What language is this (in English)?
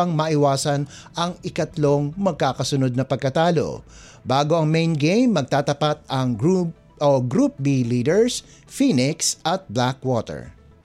Filipino